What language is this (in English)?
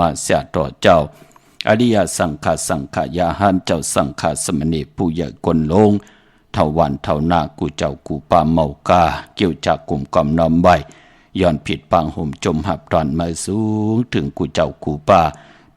Shan